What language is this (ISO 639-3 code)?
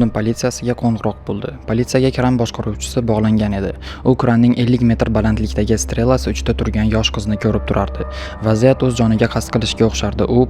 uzb